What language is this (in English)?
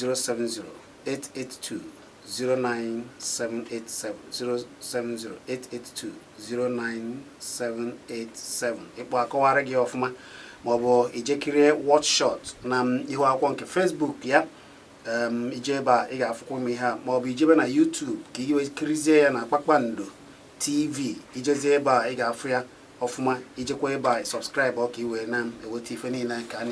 Igbo